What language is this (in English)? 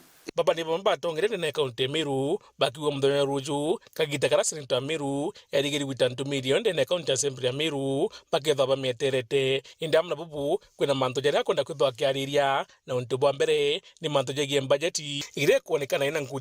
Meru